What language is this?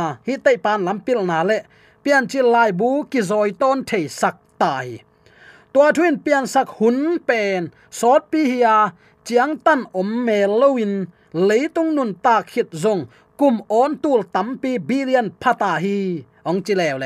Tedim Chin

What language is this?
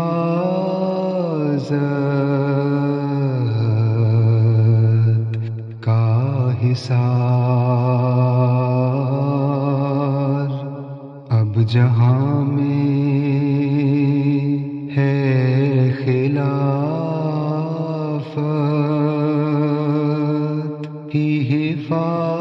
Urdu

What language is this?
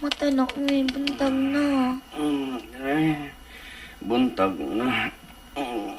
Cebuano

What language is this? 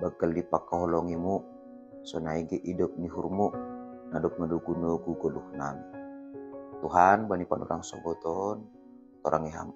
Batak Simalungun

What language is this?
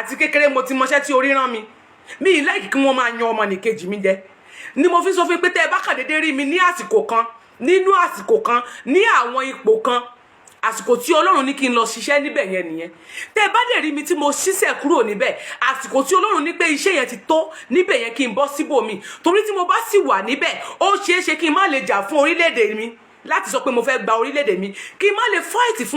Yoruba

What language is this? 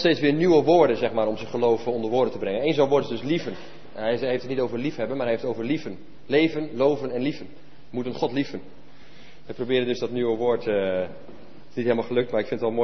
Dutch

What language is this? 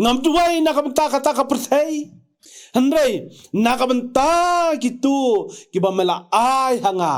Khasi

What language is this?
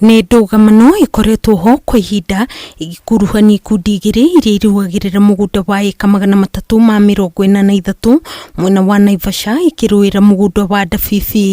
Kikuyu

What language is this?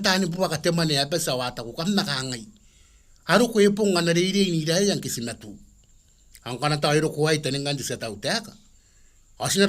Gilbertese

